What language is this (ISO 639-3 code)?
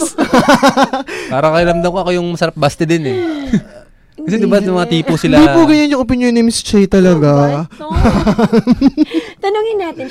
fil